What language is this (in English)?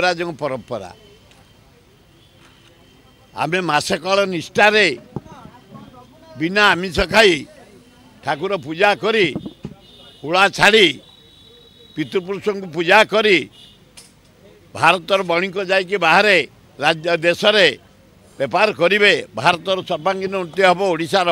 Odia